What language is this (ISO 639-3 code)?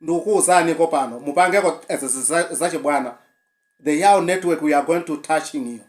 nya